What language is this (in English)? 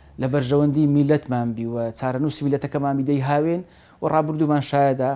Central Kurdish